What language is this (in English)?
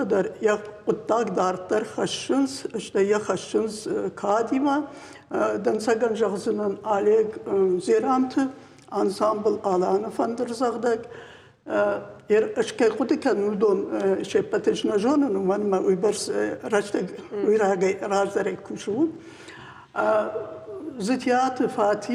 Ossetic